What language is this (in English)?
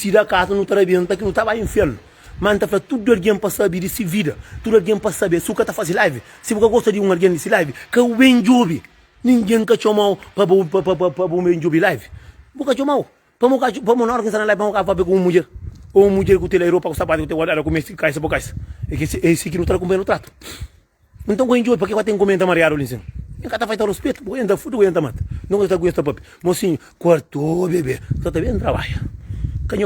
Kabuverdianu